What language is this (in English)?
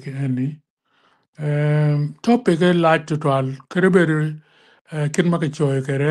Acoli